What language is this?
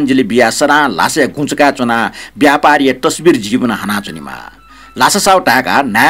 Newari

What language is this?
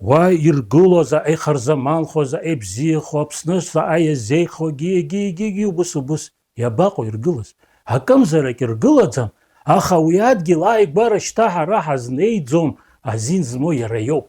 Abkhazian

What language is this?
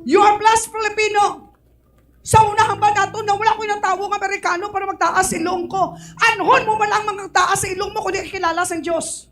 Hiligaynon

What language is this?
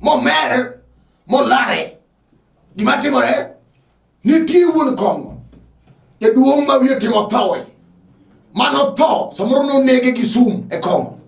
Luo (Kenya and Tanzania)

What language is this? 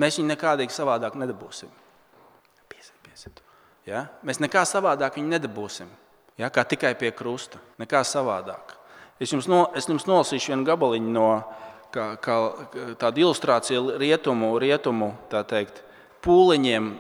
Latvian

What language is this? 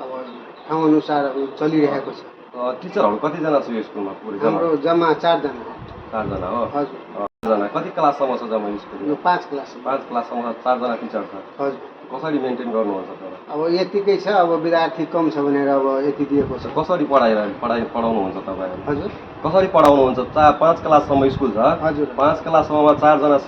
Nepali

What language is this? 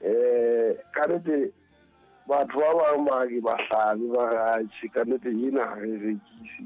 Southern Sotho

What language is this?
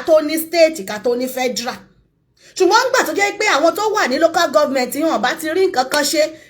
Yoruba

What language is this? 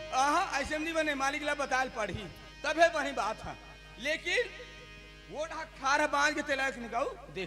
Chhattisgarhi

